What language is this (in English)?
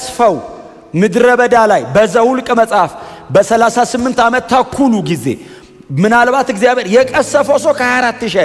Amharic